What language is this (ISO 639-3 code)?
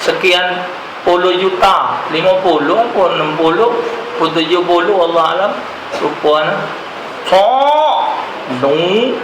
mui